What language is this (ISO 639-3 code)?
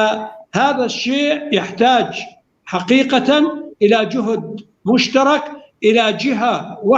apc